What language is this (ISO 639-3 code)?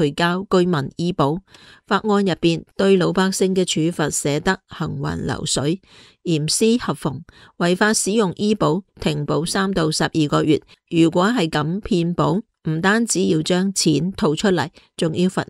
yue